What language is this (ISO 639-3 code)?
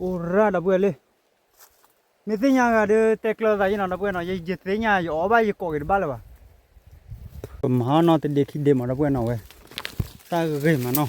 ksw